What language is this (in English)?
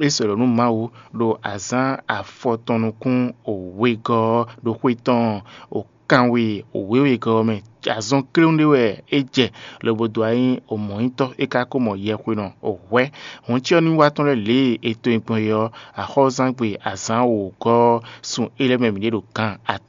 Fon